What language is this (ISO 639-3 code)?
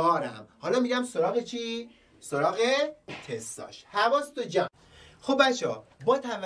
fas